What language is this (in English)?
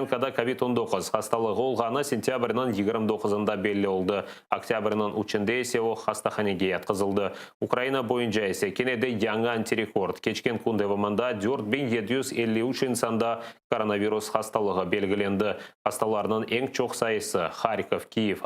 Crimean Tatar